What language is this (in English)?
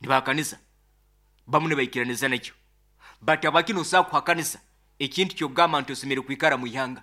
Nyoro